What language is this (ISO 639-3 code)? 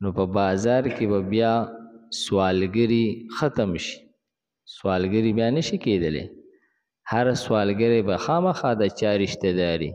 pus